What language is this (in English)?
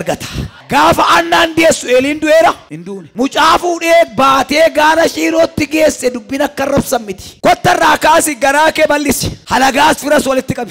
Oromo